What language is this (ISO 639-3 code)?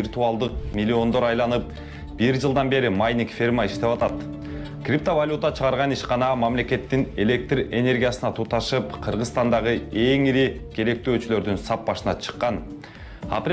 kir